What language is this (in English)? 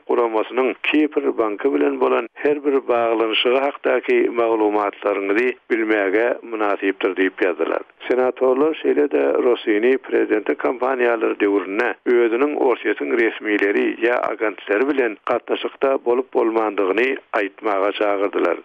Turkmen